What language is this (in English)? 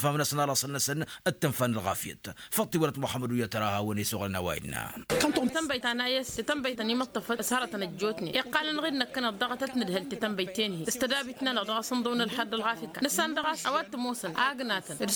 Tamasheq